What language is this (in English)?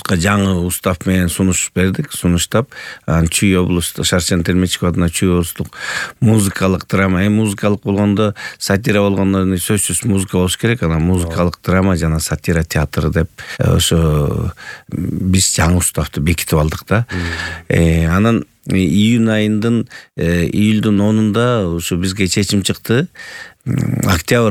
Kyrgyz